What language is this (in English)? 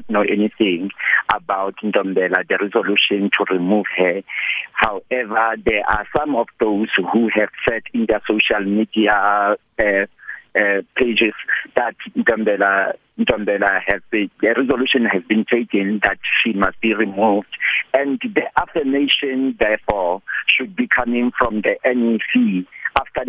English